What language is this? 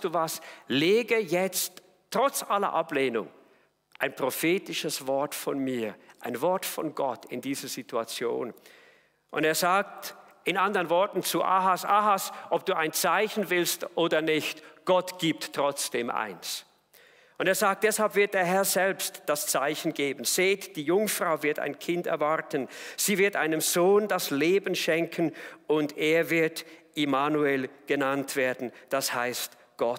Swiss German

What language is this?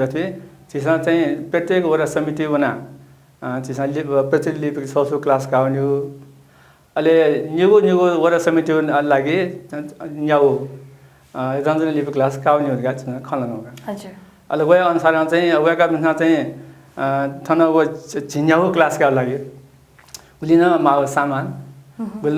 Newari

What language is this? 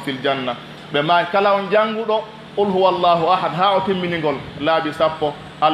Pular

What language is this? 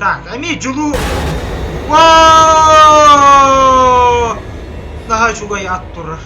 Yakut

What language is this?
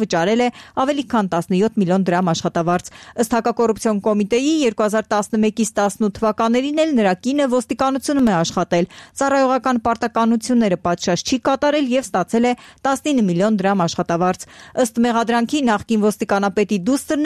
Armenian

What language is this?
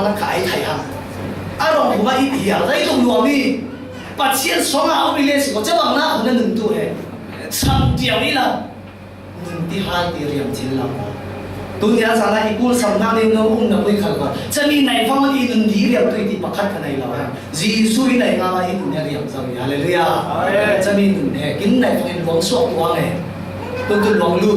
Falam Chin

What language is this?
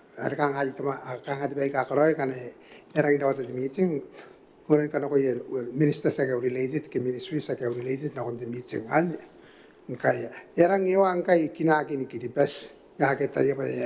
Gilbertese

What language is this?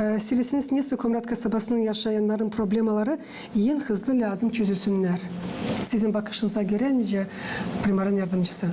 Gagauz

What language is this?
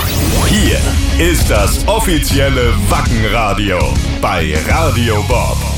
German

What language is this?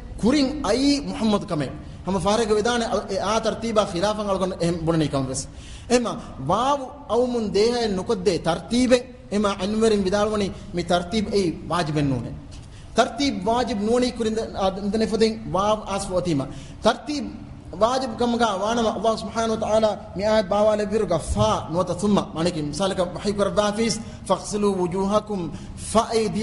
Divehi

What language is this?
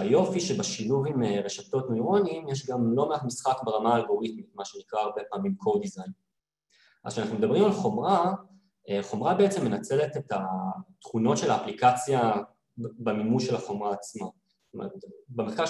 Hebrew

